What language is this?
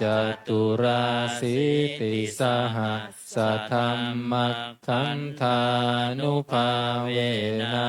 Pali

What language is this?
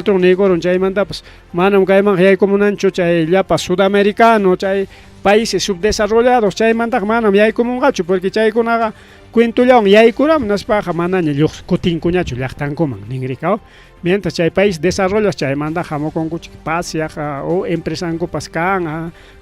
Ayacucho Quechua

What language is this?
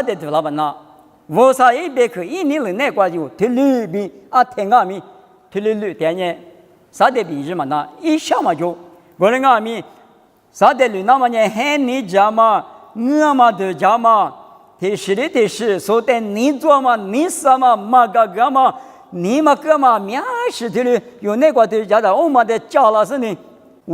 Lisu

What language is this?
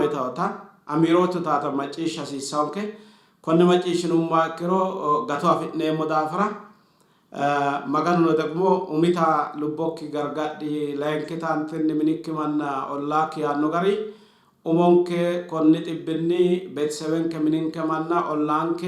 Sidamo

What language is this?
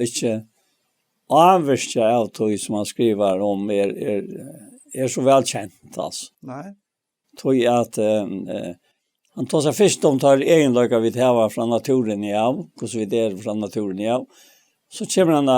Faroese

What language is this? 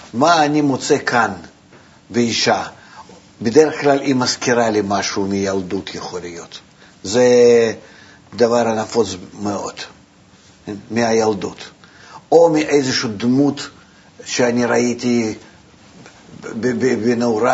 Hebrew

